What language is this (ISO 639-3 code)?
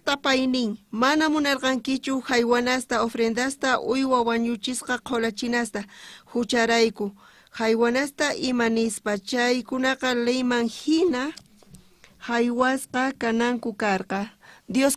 quh